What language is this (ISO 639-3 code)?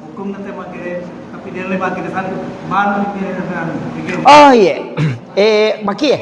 bug